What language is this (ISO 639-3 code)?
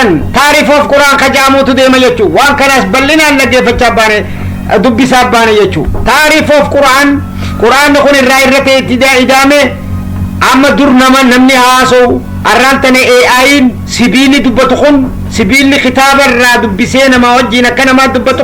orm